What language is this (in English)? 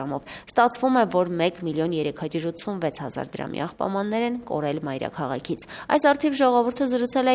Armenian